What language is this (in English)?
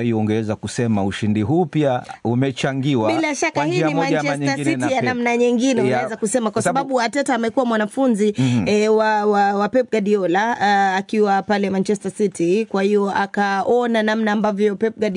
Swahili